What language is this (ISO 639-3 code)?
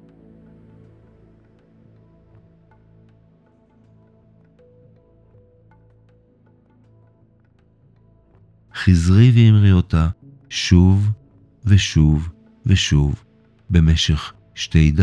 heb